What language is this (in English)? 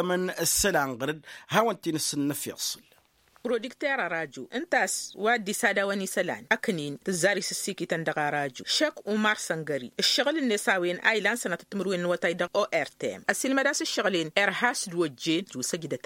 Tamasheq